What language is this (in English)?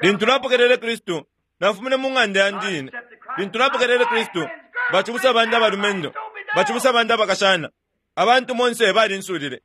Bemba